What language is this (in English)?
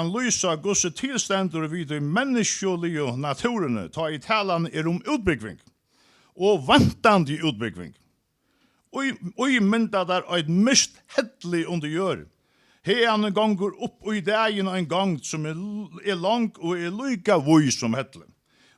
Faroese